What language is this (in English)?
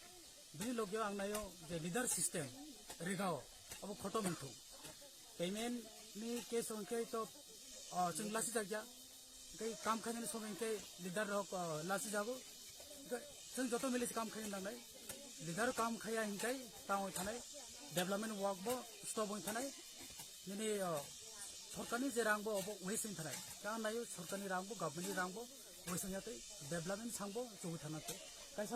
Kok Borok